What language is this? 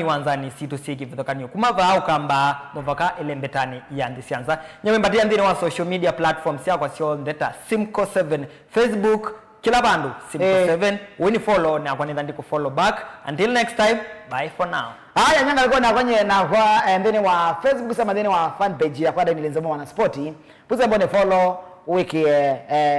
Kamba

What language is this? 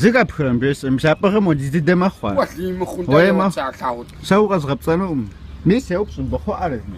Kabardian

